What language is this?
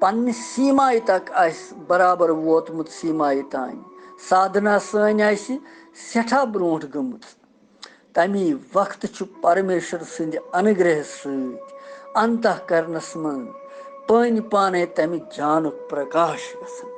Kashmiri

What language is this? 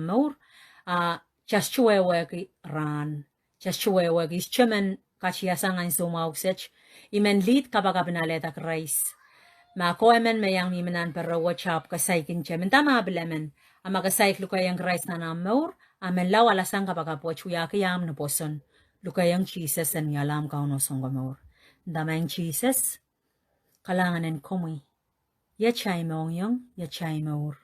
Pohnpeian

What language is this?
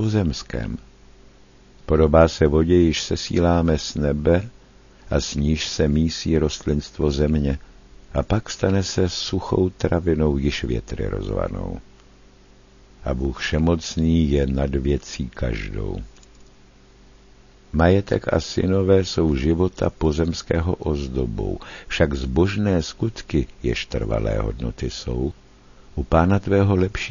Czech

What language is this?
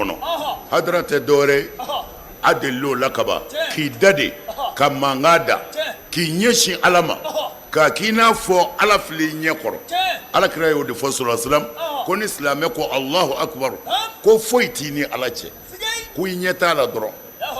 Bambara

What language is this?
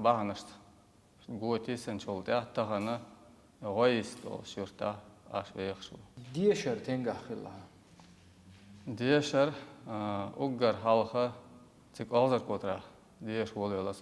Chechen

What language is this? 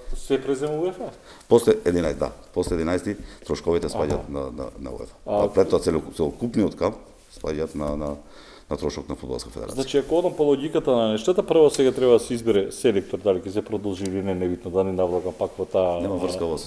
Macedonian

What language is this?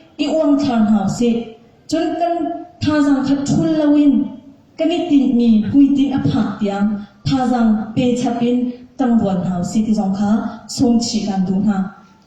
Hakha Chin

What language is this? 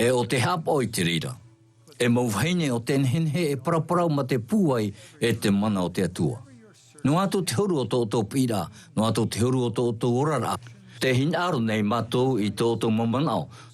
Tahitian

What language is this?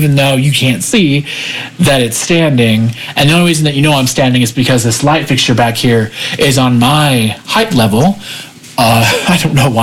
English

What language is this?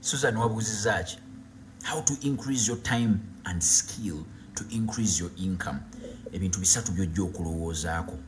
Ganda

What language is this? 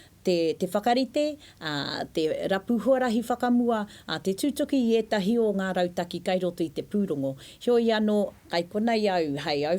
Māori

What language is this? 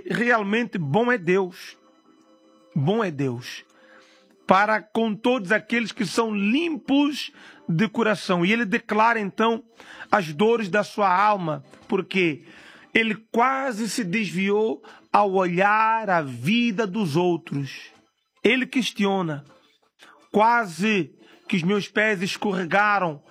Portuguese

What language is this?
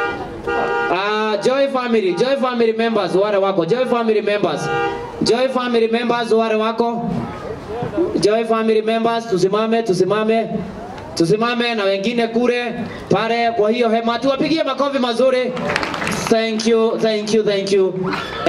Swahili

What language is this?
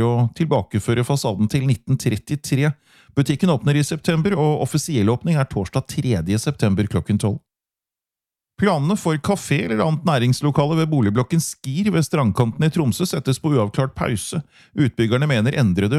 Norwegian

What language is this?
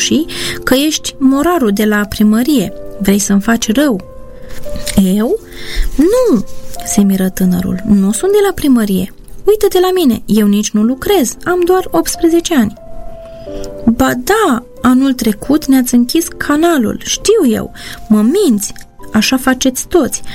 Romanian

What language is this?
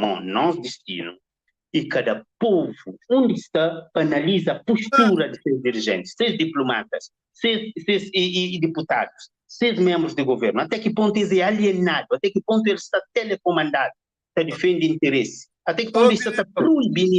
Kabuverdianu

